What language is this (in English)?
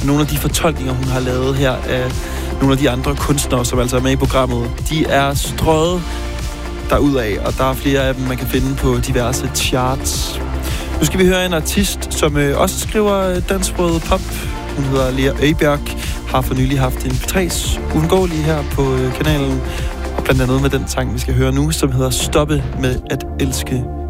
Danish